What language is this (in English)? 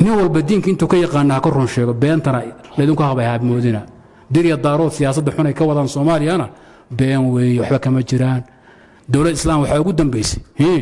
Somali